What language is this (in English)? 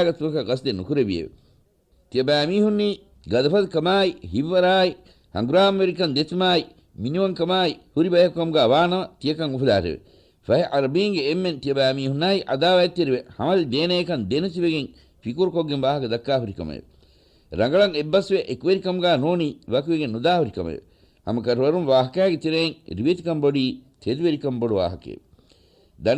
Divehi